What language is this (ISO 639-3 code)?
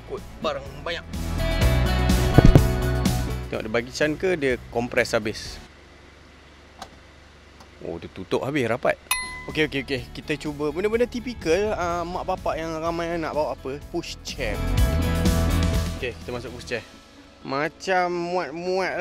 msa